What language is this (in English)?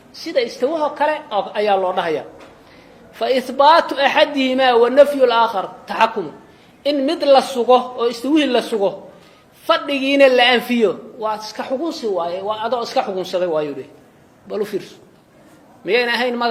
Somali